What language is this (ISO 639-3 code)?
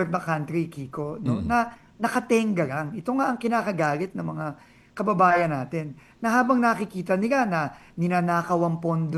fil